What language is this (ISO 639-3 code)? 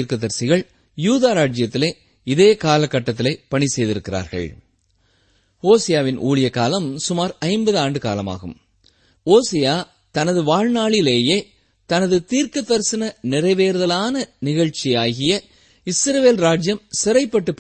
tam